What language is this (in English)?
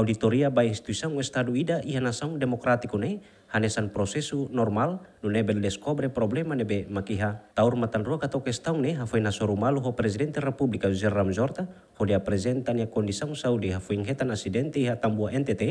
Tetum